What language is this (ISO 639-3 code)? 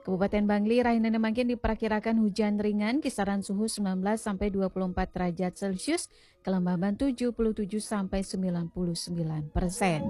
ban